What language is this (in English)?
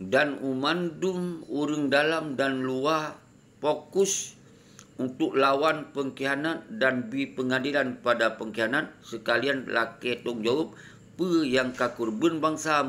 Achinese